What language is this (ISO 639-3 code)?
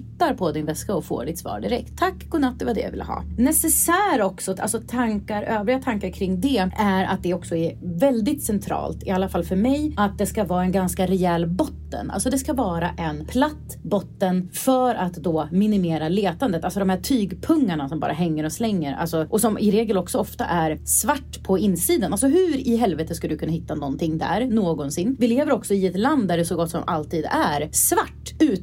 swe